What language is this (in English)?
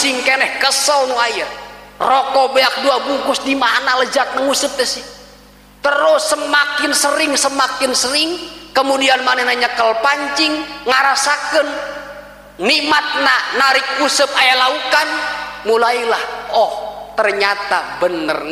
Sundanese